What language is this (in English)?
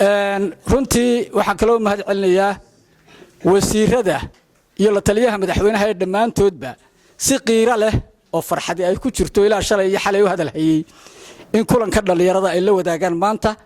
Somali